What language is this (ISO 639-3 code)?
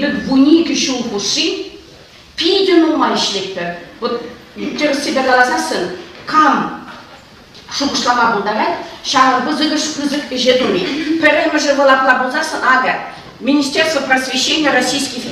chv